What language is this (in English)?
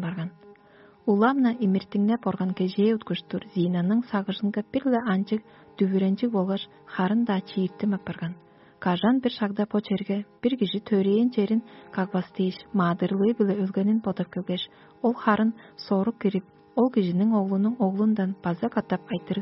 Tuvinian